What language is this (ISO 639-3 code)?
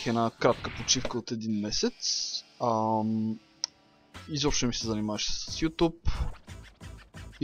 bul